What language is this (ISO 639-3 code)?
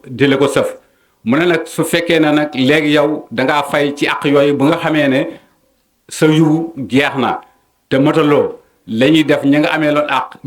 wol